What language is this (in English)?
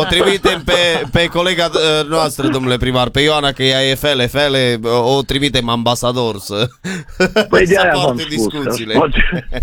Romanian